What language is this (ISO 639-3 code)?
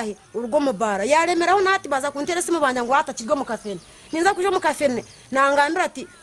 nyn